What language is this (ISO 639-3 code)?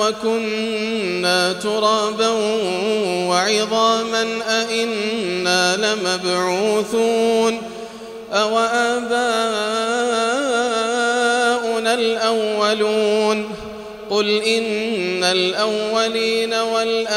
ara